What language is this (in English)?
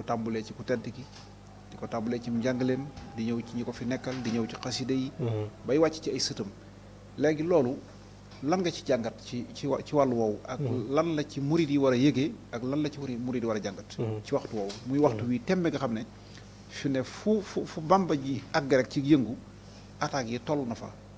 Wolof